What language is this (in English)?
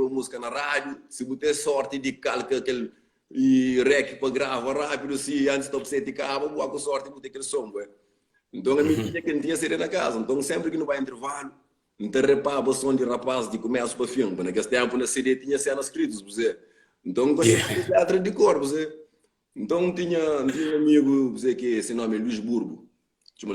Kabuverdianu